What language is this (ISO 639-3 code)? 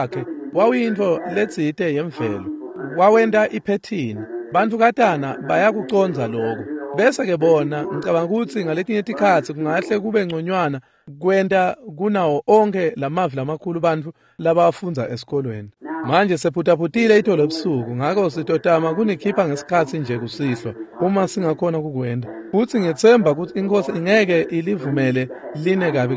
ssw